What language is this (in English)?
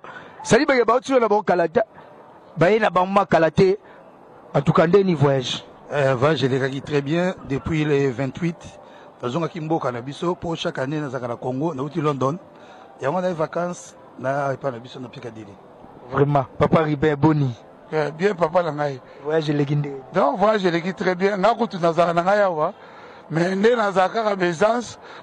Lingala